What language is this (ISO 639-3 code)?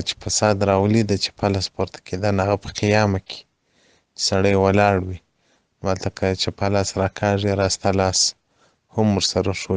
pus